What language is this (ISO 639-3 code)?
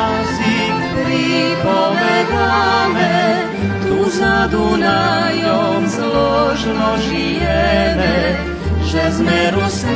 rue